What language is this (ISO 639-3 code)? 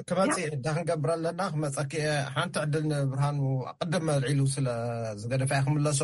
tir